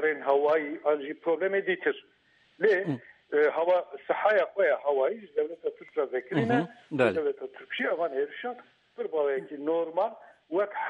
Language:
Kurdish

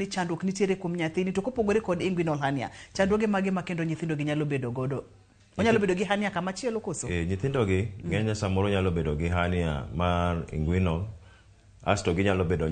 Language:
Luo (Kenya and Tanzania)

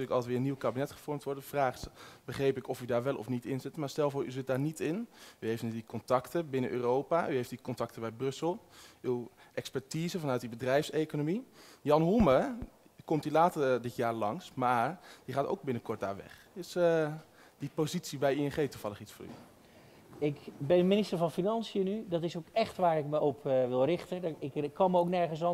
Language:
Dutch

